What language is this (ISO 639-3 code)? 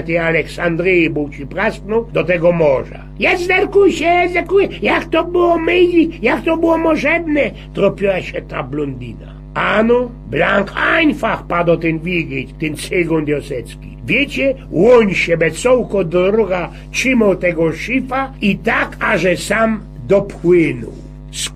szl